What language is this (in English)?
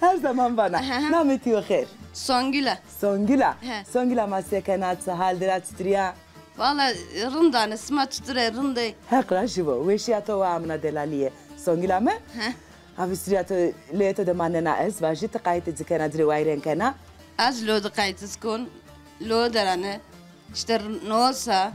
Zaza